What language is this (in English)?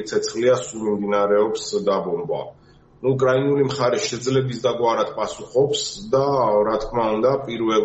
Georgian